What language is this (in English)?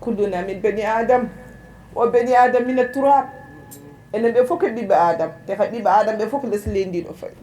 Fula